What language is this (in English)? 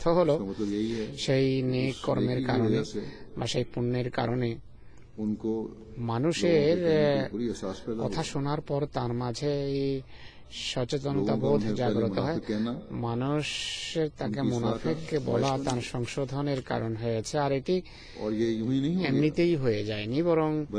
Bangla